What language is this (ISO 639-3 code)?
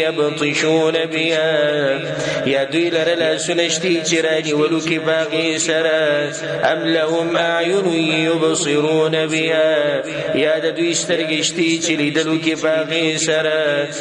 pus